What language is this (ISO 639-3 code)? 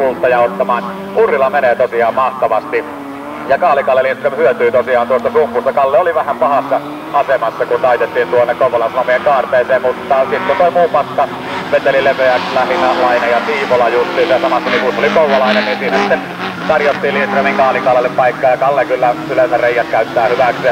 fin